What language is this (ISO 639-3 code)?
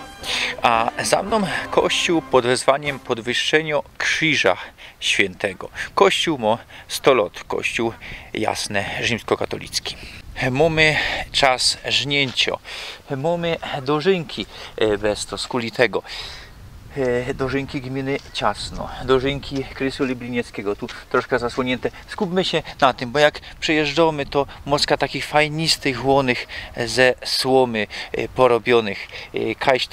szl